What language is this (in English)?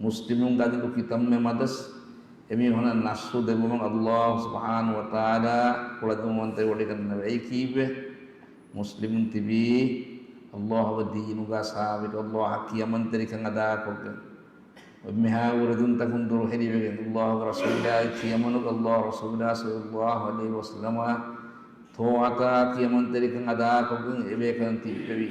Divehi